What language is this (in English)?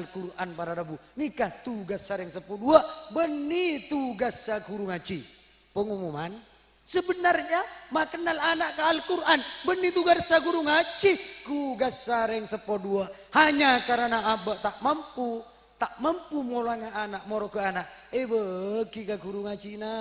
Madurese